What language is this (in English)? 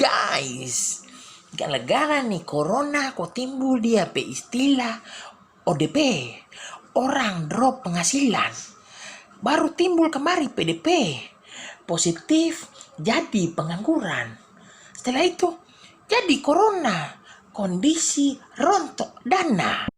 Manado Malay